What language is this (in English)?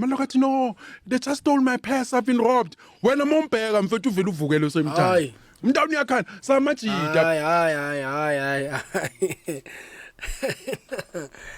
Zulu